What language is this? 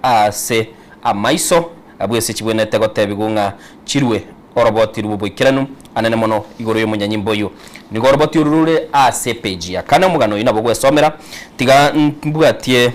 Gusii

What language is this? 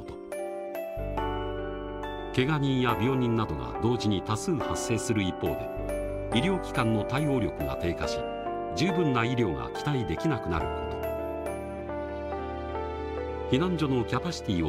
Japanese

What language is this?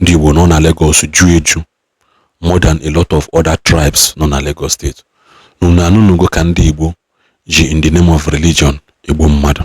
Igbo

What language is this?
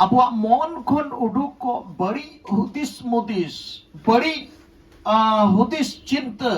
Santali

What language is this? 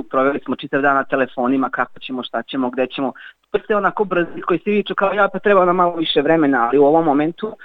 Serbian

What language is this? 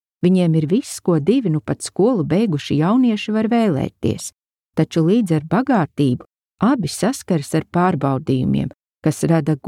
Latvian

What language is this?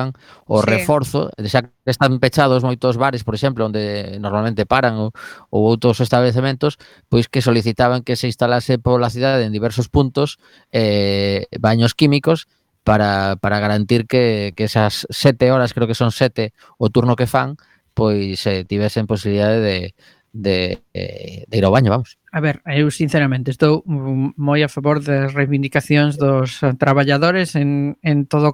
Galician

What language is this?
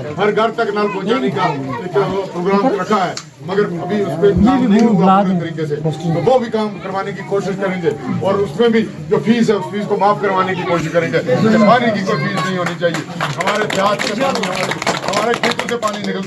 Gujari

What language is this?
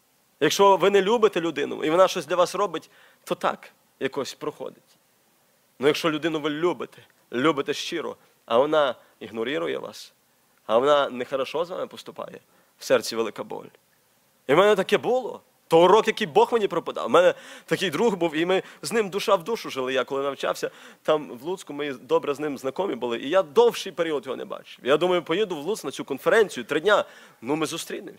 Ukrainian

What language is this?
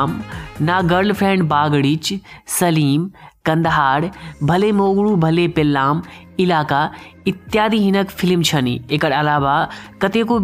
Maithili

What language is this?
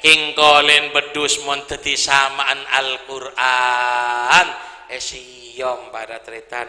Madurese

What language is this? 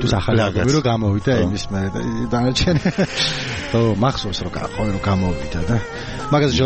Georgian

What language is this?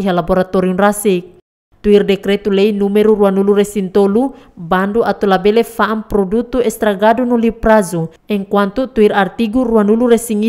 Tetum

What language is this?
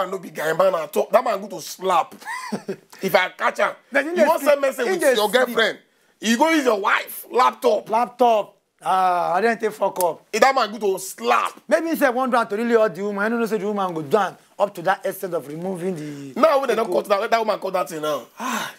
Nigerian Pidgin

